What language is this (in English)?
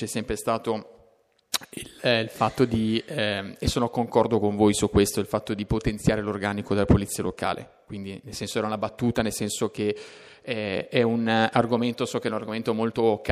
Italian